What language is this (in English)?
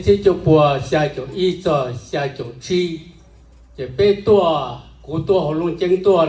Hmong